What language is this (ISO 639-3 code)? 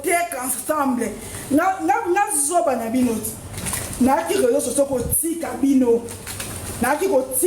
lin